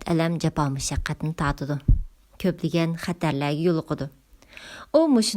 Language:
Uyghur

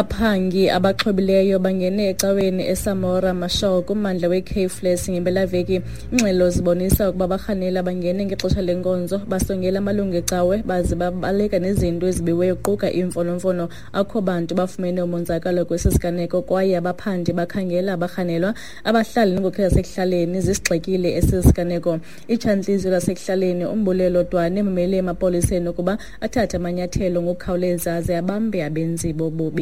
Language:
Xhosa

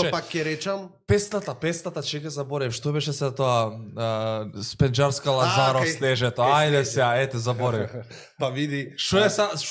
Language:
Macedonian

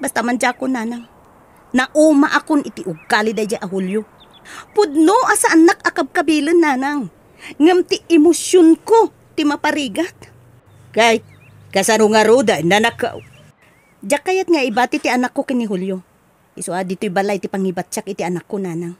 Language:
Iloko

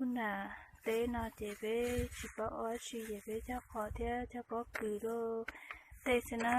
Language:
Hmong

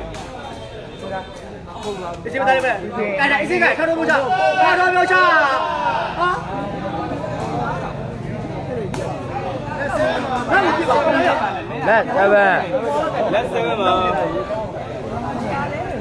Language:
Burmese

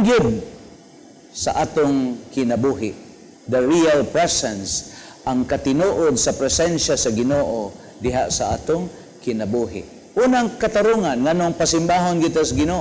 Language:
Cebuano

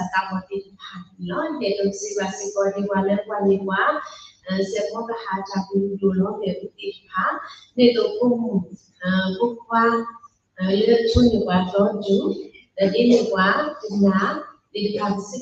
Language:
S'gaw Karen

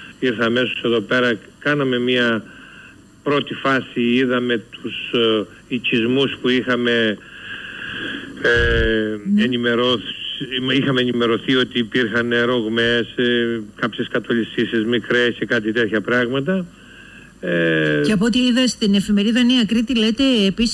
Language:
Greek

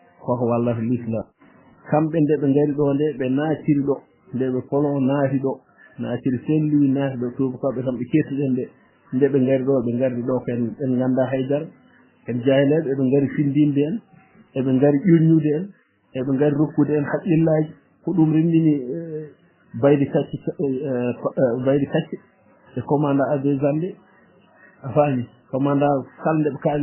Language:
Fula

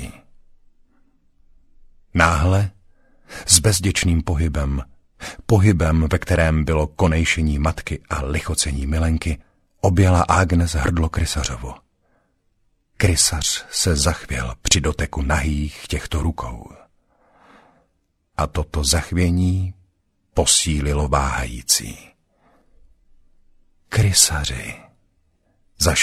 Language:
Czech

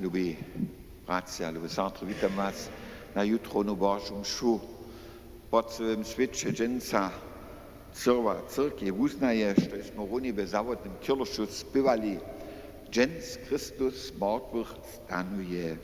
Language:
Upper Sorbian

